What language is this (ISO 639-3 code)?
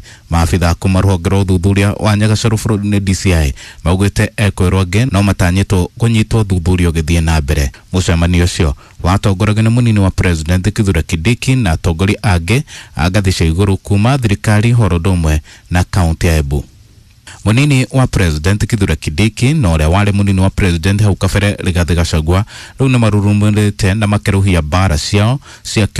kik